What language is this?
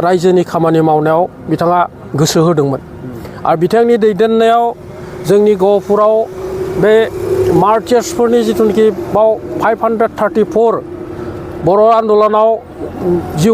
Bodo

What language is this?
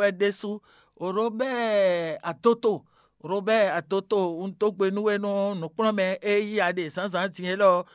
Fon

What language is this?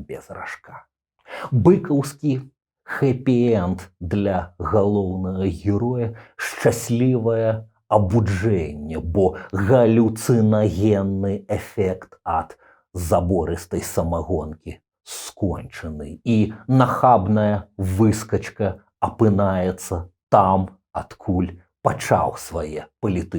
Belarusian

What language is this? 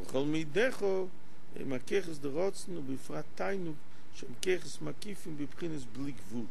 Yiddish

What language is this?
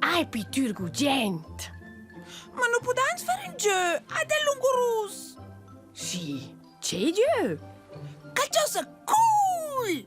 Romansh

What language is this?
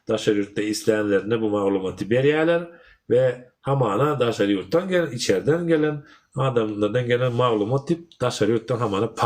Turkmen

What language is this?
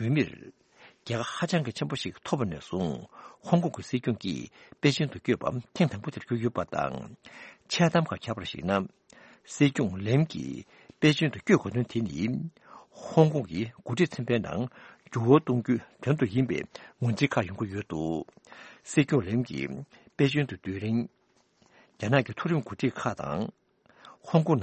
Tibetan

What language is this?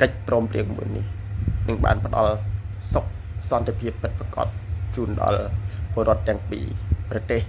Khmer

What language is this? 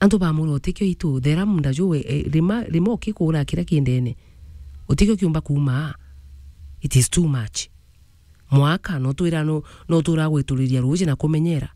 Meru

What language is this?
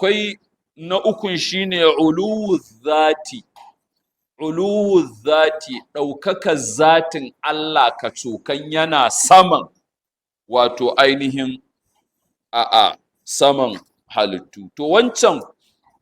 Hausa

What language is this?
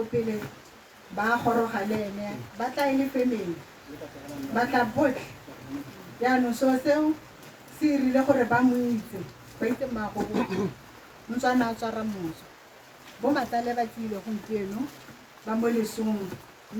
Tswana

